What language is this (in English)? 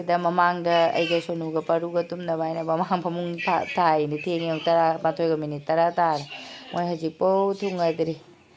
Manipuri